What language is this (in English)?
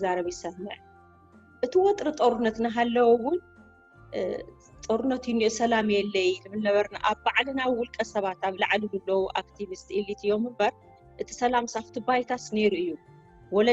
Tigrinya